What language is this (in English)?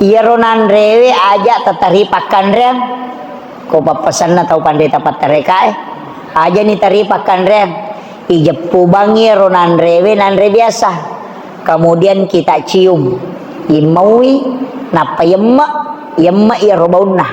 Buginese